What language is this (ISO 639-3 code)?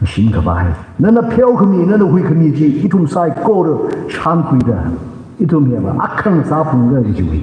nmf